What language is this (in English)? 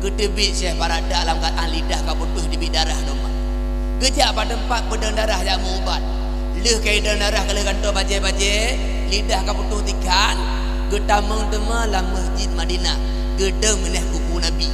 Achinese